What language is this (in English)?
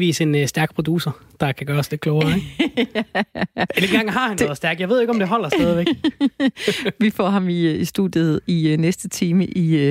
Danish